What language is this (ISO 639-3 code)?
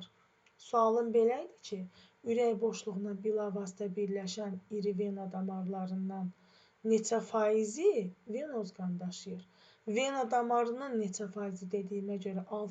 aze